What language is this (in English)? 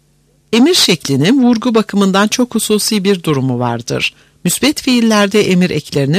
Turkish